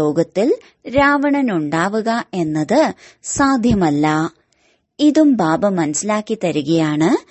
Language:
Malayalam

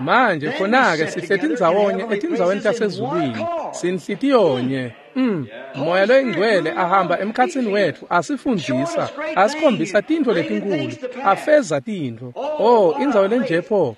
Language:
Swati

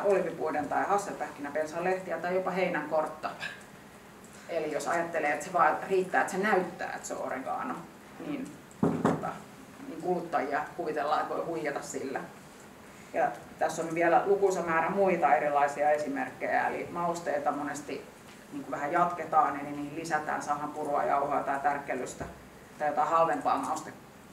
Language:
Finnish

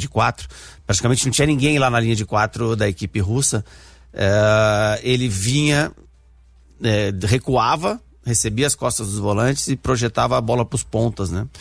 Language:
Portuguese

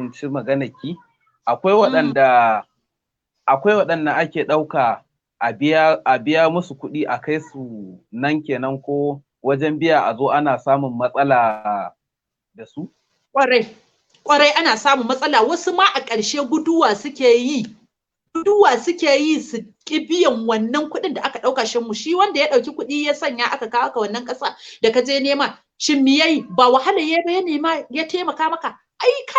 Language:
Hausa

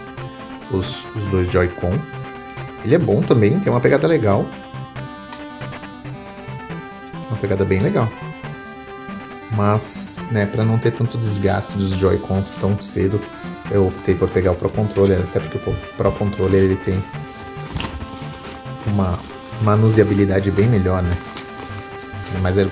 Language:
Portuguese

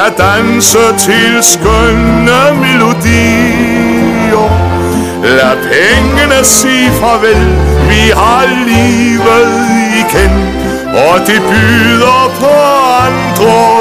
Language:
Danish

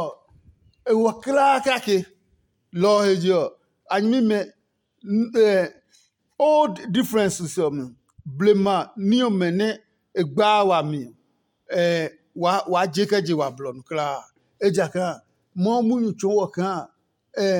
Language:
Adangme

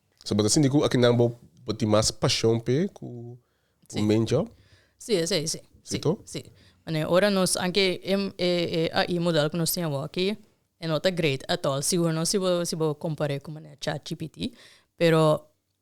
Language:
Papiamento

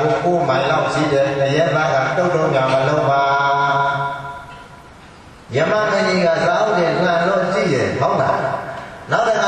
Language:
Burmese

